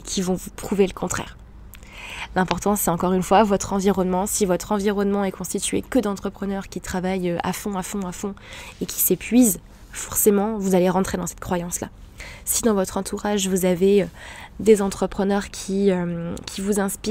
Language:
French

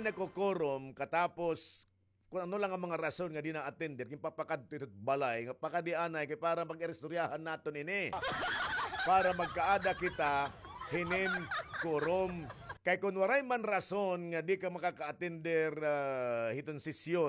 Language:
Waray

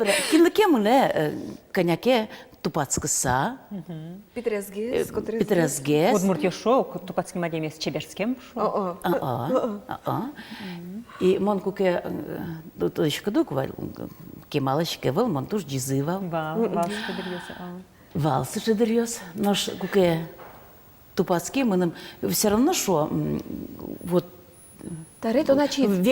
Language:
Udmurt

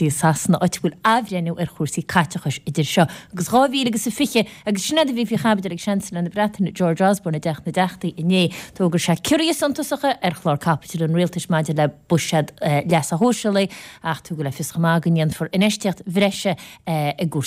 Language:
Irish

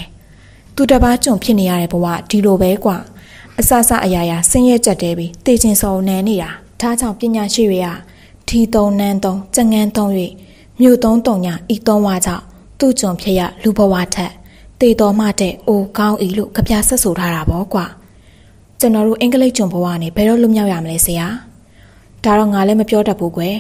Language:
Burmese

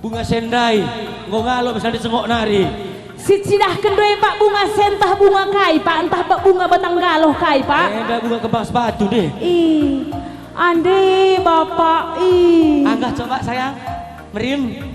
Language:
Batak Karo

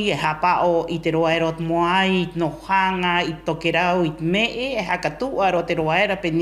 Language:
Rapanui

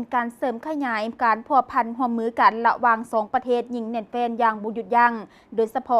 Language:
Lao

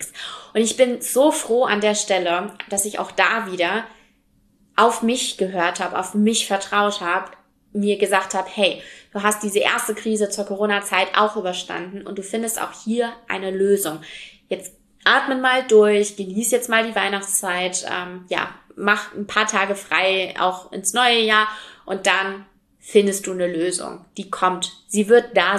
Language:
German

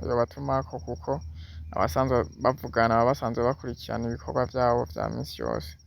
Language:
Rundi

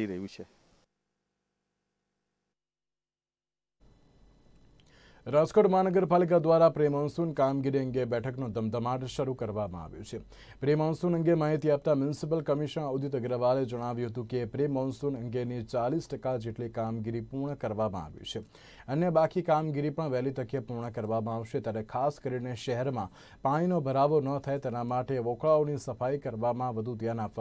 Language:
Gujarati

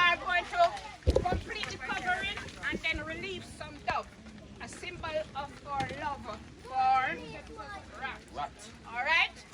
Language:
Jamaican Creole English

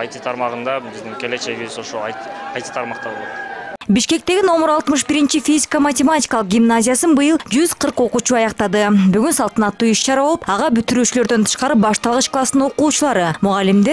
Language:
Kyrgyz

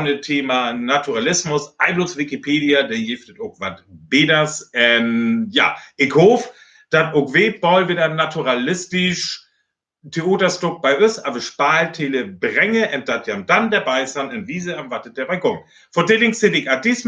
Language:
Northern Frisian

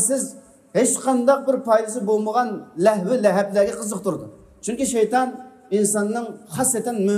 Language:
Uyghur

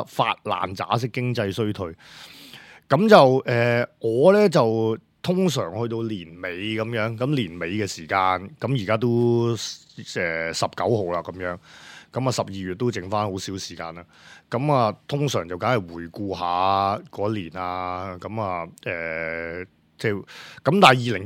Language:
Cantonese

